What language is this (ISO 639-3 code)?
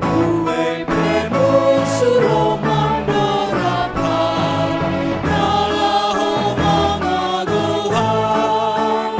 bts